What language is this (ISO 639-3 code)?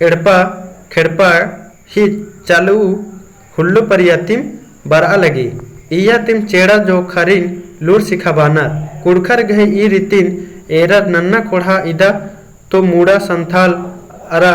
kru